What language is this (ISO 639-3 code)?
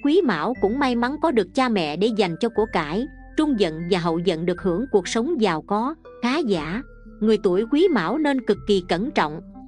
vie